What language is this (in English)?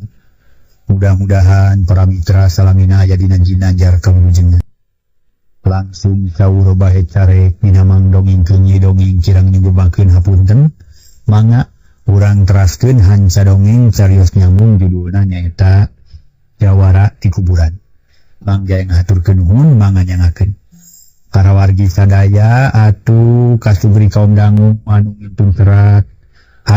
Sundanese